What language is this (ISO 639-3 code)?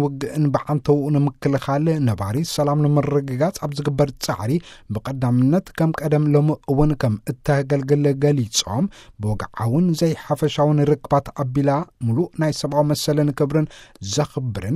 tir